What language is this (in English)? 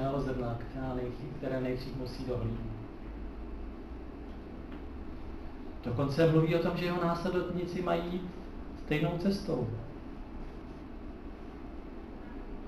Czech